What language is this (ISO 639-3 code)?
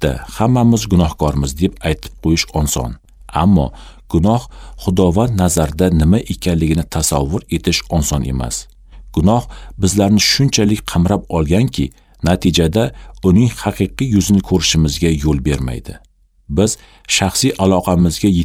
uzb